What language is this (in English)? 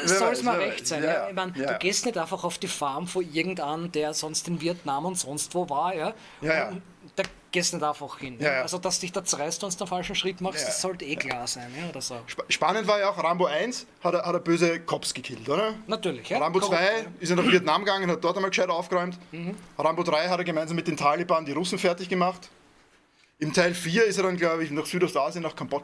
Bavarian